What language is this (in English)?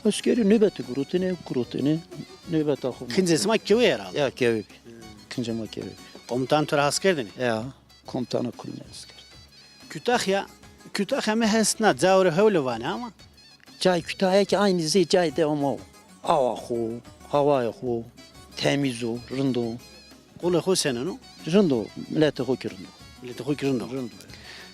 Zaza